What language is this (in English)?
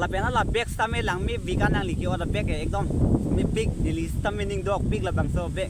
Karbi